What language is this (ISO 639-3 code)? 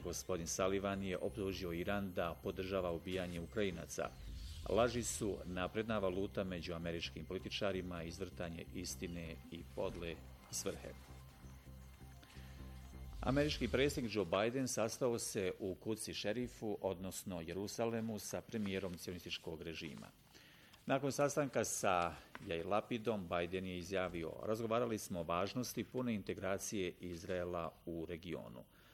bos